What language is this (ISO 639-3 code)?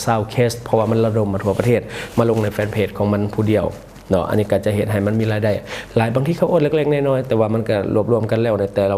lao